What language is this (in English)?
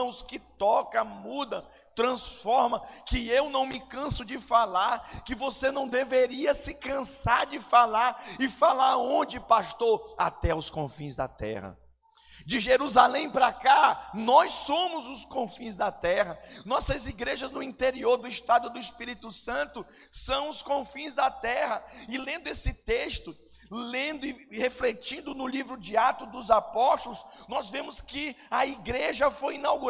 Portuguese